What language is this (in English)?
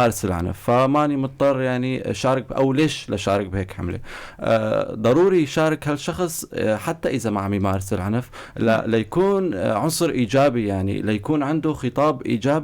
North Levantine Arabic